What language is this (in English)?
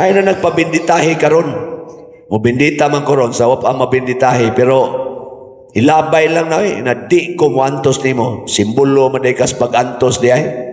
Cebuano